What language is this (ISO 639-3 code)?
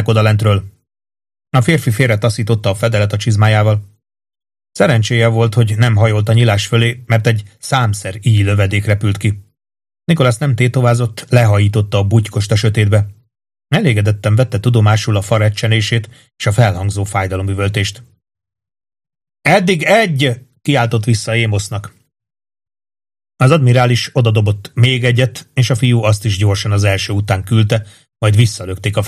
hun